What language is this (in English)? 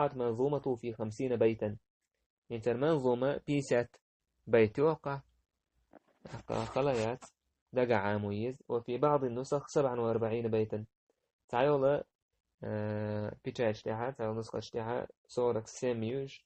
Chechen